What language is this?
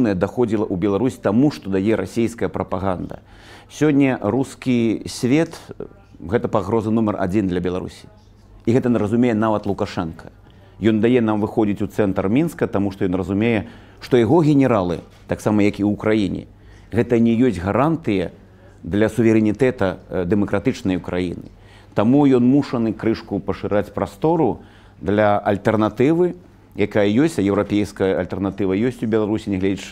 Belarusian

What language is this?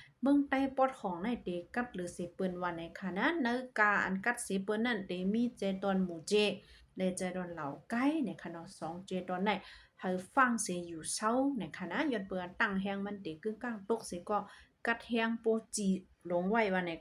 Shan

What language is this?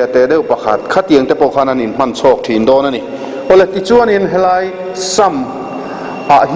Mizo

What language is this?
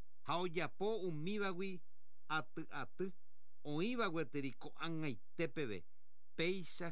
Guarani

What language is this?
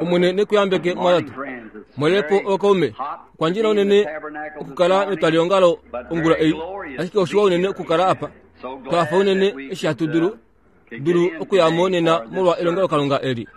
Kuanyama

